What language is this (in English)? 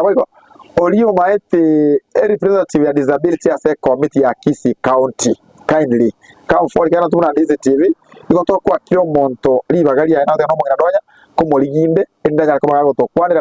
Gusii